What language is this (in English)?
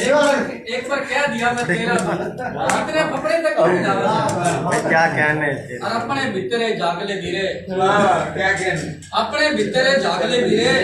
Haryanvi